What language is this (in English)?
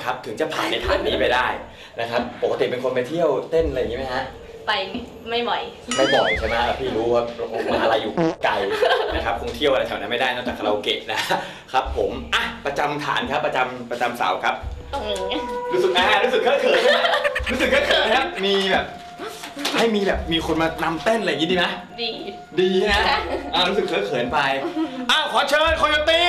Thai